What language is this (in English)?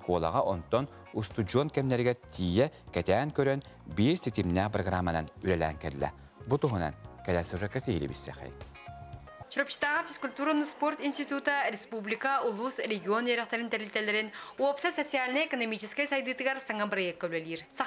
Yakut